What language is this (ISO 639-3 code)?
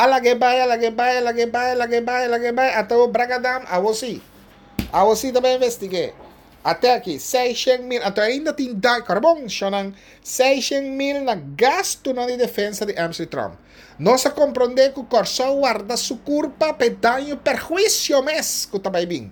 pap